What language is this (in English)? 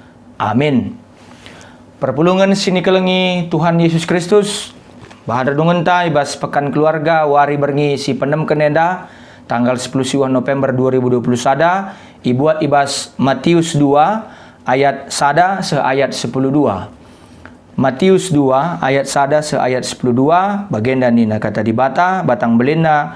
Batak Karo